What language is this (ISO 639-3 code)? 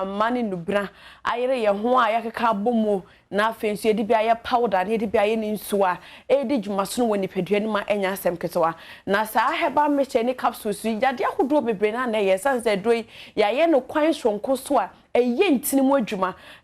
aka